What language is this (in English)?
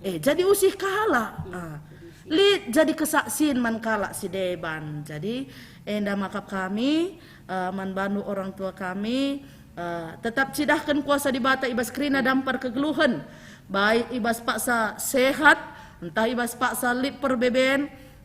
Batak Karo